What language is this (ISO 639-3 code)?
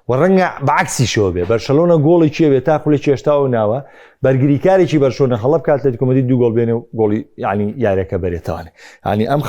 ckb